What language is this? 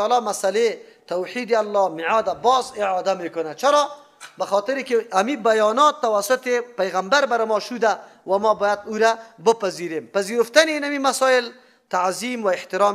Persian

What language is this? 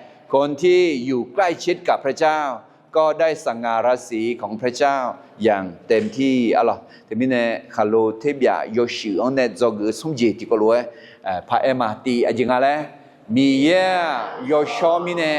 Akha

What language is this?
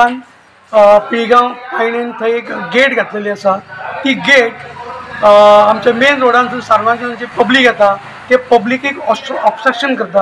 Konkani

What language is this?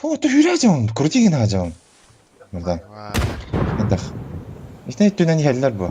Yakut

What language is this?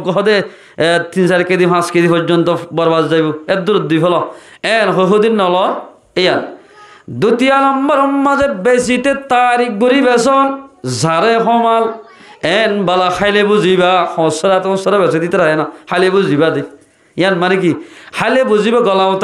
Rohingya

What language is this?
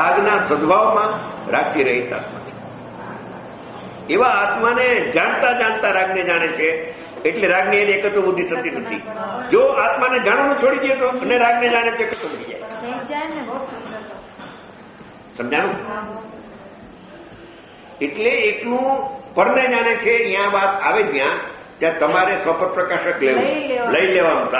Gujarati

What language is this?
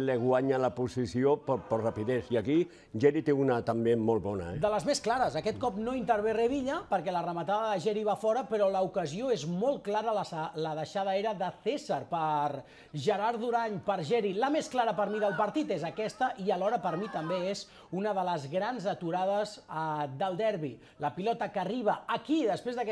Catalan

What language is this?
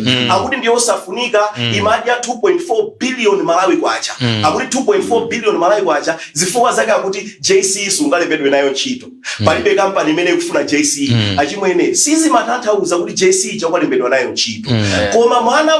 Nyanja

